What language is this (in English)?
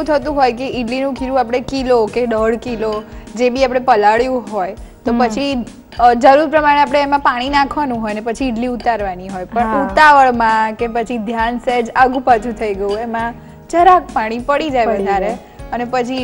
Gujarati